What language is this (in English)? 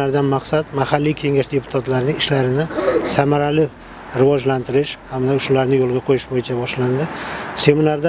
Uzbek